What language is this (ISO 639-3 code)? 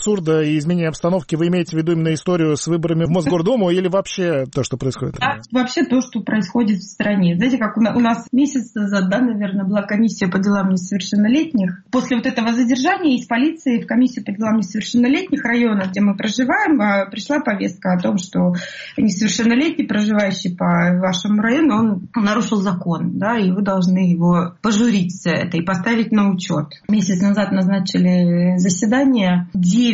rus